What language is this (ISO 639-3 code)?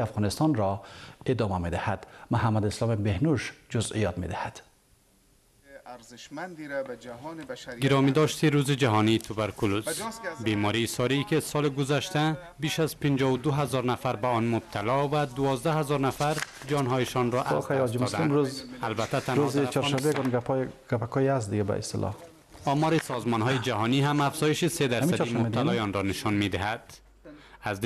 fas